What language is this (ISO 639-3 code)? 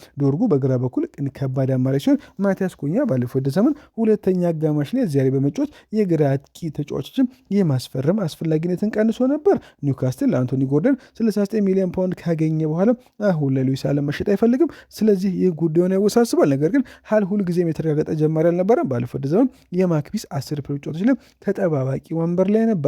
amh